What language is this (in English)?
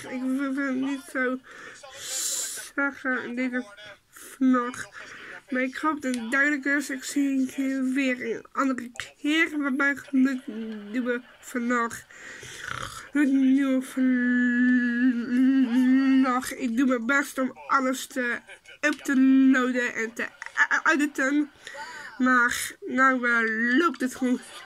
Dutch